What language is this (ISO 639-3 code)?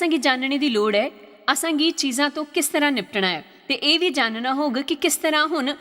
doi